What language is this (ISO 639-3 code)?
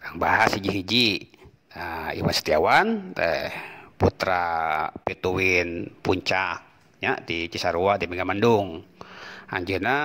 sun